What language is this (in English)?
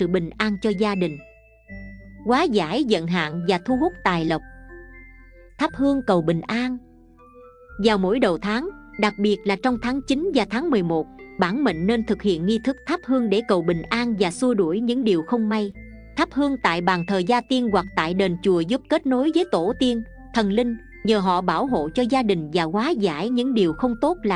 Vietnamese